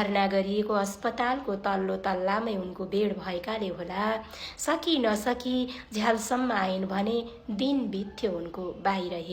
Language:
Nepali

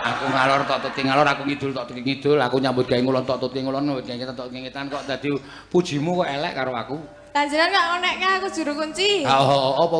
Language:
Javanese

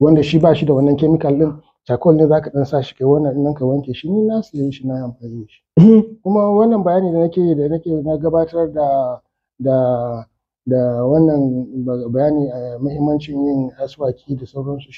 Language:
Hausa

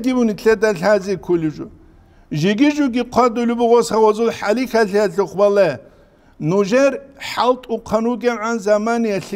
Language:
Avaric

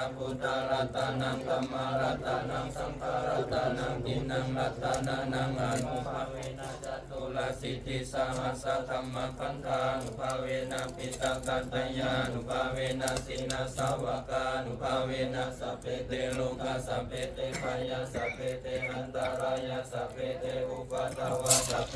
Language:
Pali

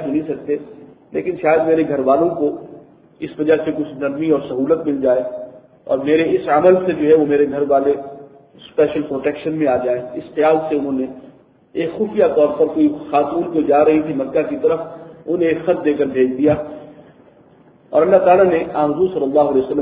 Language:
Urdu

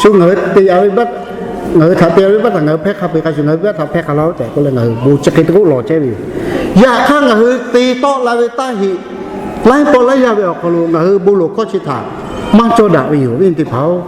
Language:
Lahu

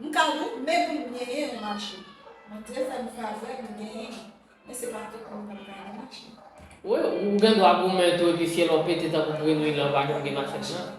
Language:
Haitian Creole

